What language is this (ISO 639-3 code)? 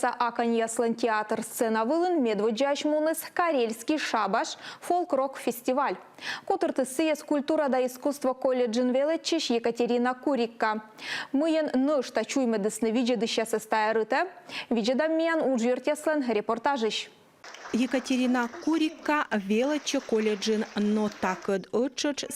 kom